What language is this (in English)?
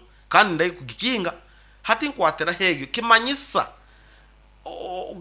Nyoro